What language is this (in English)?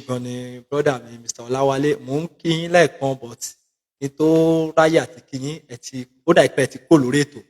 Yoruba